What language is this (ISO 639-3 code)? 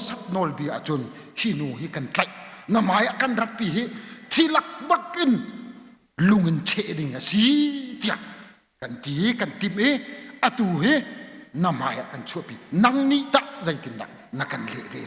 cnh